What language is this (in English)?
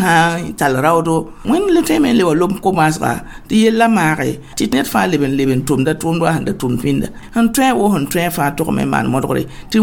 Mossi